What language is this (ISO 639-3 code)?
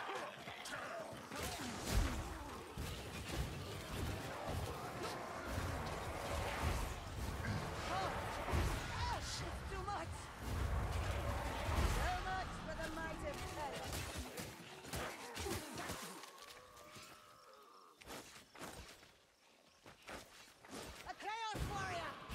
eng